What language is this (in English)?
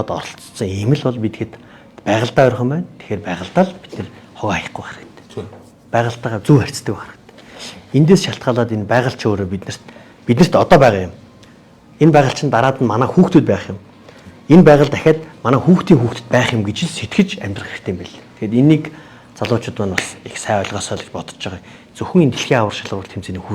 Mongolian